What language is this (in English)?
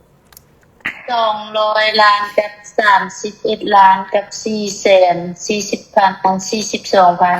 Lao